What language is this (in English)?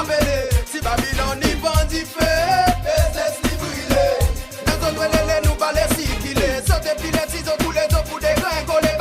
Seselwa Creole French